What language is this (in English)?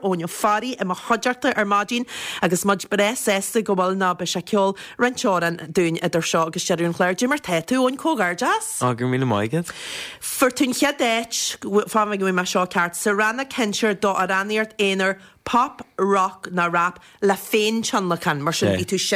Irish